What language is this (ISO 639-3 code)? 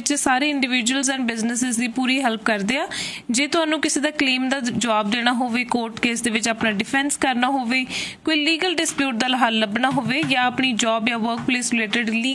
pan